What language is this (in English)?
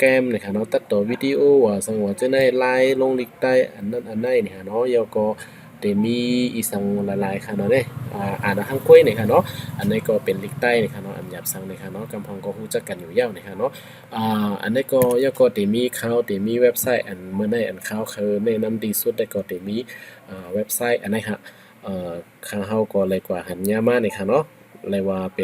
Shan